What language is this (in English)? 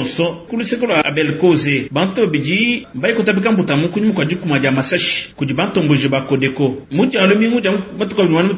Luba-Lulua